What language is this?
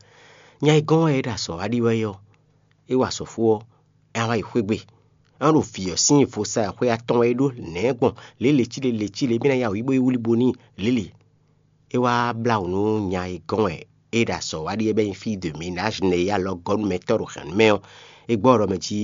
Fon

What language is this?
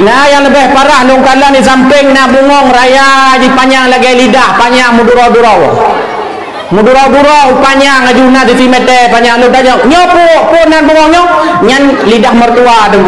Achinese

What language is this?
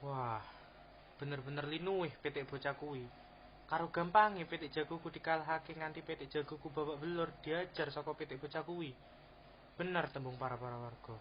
Javanese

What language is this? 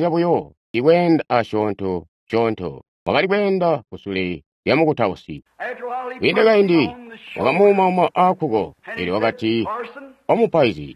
Tonga (Zambia)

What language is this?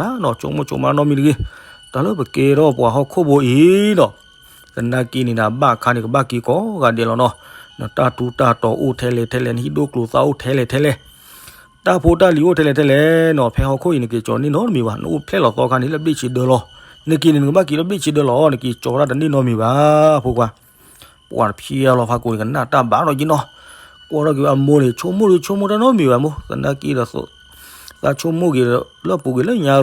S'gaw Karen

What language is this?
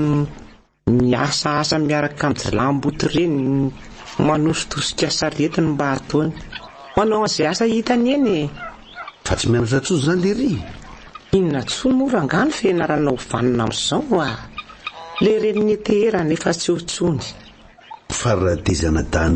Malagasy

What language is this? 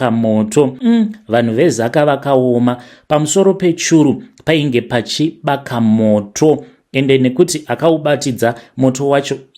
Shona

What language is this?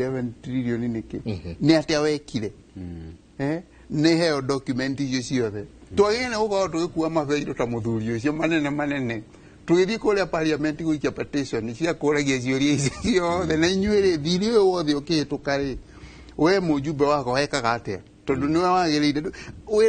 Kikuyu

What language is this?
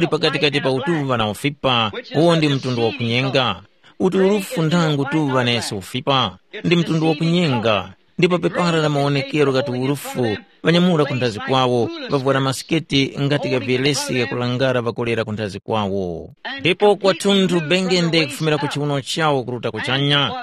Tumbuka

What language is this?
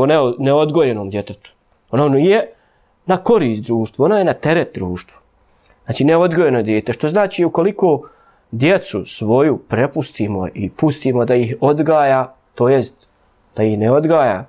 Bosnian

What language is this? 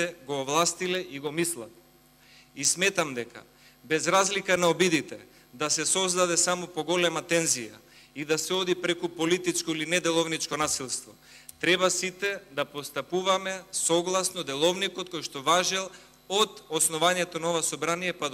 Macedonian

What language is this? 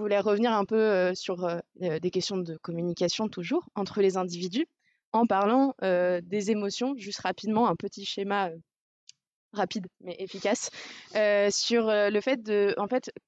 French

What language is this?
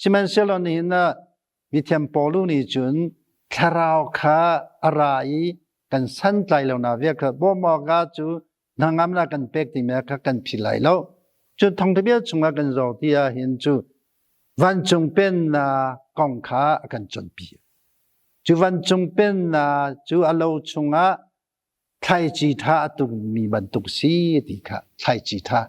Hakha Chin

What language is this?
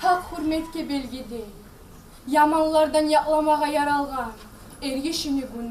Kumyk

